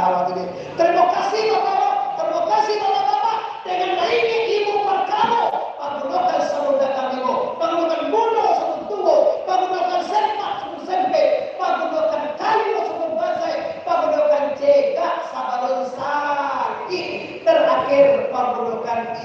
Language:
Minangkabau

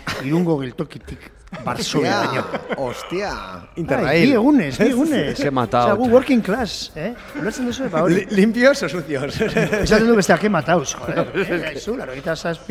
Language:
Basque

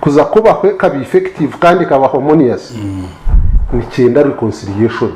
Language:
Nyankole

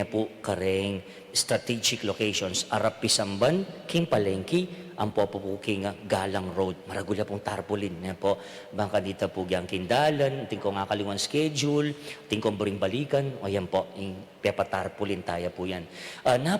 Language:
Pampanga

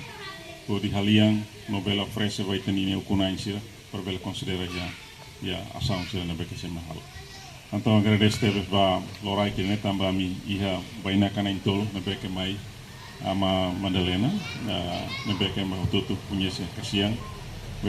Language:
Tetum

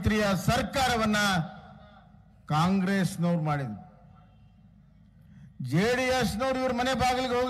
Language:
Kannada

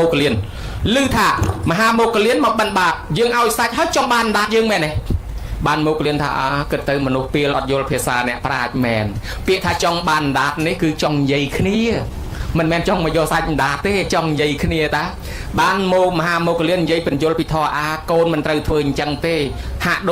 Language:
Khmer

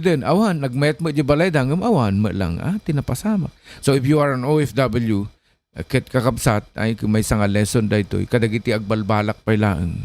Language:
Iloko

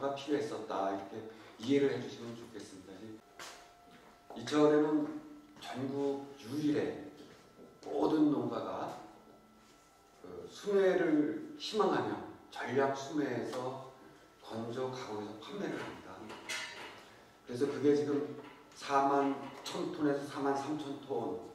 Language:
Korean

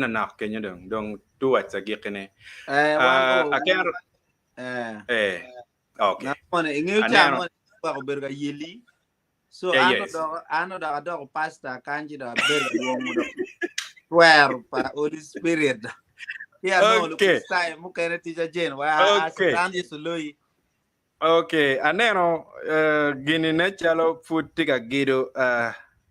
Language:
Acoli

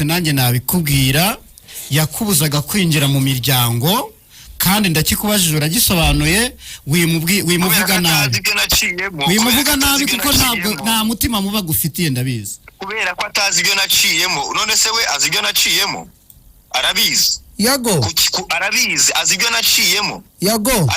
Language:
Kinyarwanda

